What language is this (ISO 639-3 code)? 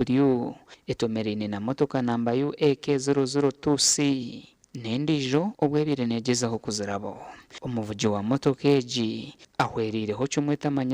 nyn